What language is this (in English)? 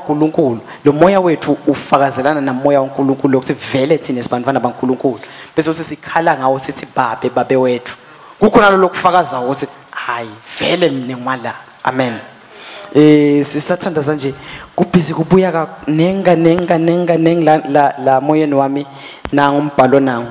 Swati